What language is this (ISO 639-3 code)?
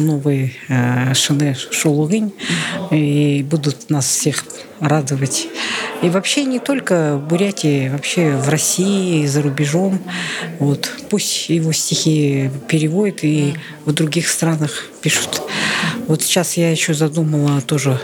bua